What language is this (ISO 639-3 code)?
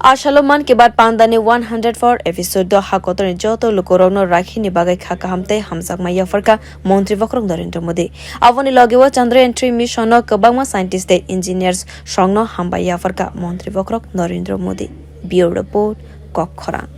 trp